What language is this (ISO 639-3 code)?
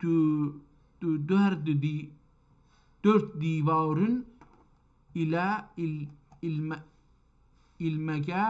azb